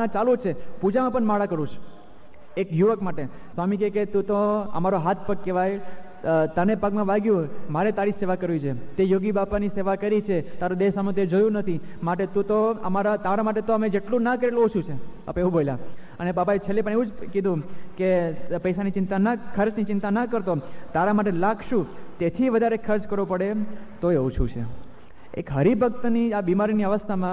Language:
Gujarati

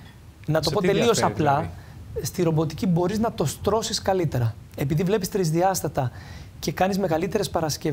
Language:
Greek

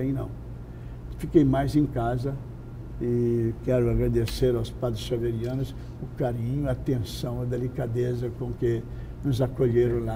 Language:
Portuguese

